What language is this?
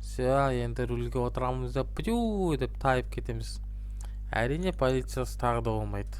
Kazakh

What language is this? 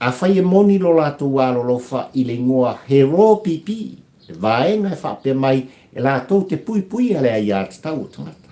Samoan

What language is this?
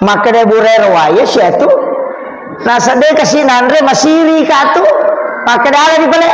Buginese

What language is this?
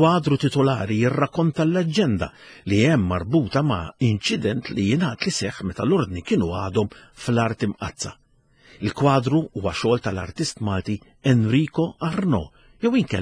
Maltese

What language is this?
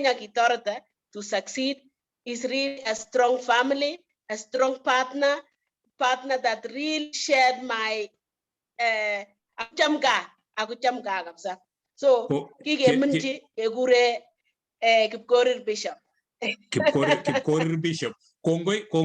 Kalenjin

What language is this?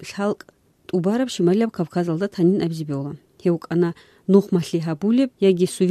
Avaric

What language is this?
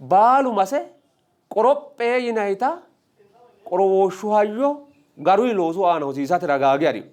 Sidamo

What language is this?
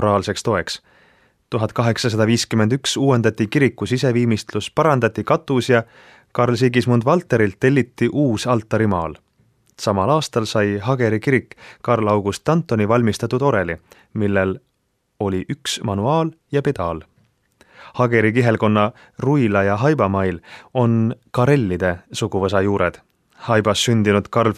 Estonian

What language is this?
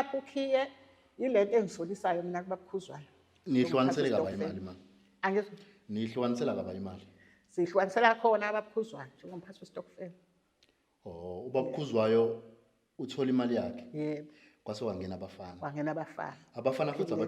Zulu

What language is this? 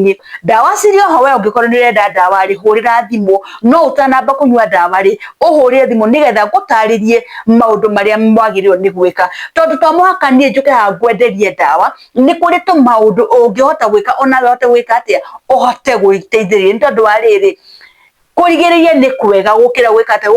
Kikuyu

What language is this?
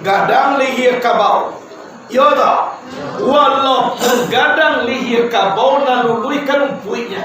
Minangkabau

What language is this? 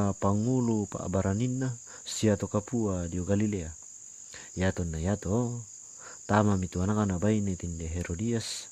Toraja-Sa'dan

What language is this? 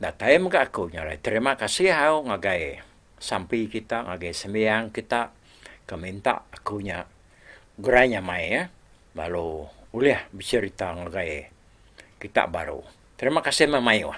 Iban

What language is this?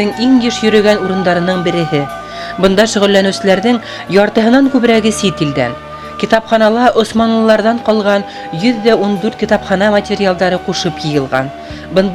Bashkir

